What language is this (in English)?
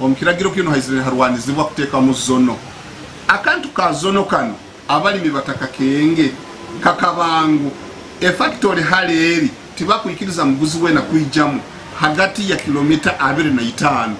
Nyankole